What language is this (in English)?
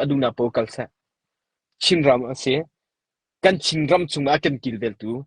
Hakha Chin